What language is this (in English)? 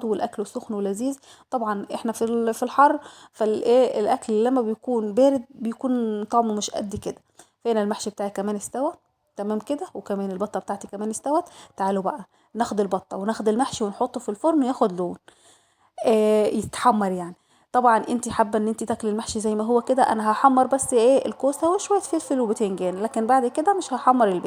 Egyptian Arabic